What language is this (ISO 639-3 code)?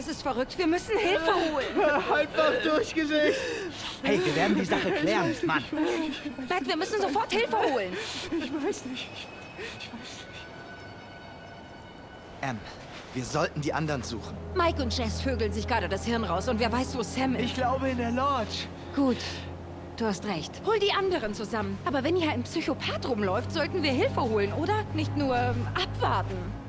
deu